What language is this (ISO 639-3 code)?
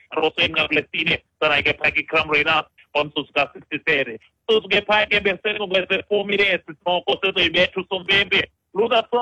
xho